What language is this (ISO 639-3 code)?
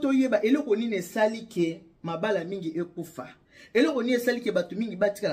lin